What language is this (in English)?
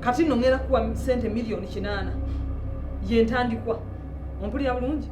Ganda